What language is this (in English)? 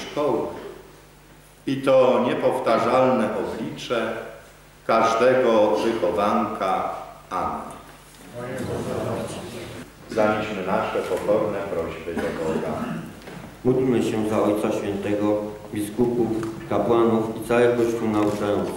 Polish